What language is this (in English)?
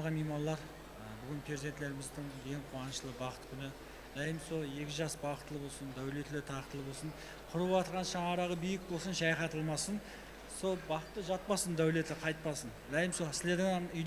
Kara-Kalpak